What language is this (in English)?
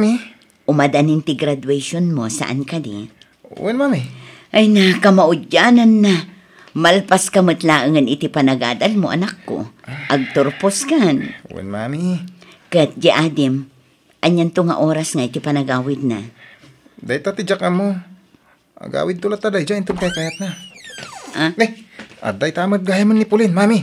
Iloko